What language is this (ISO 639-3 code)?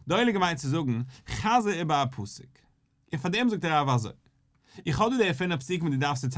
yid